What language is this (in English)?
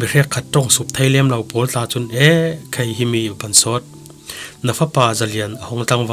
Falam Chin